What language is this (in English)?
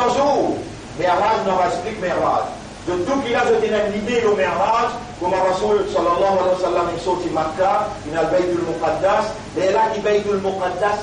Morisyen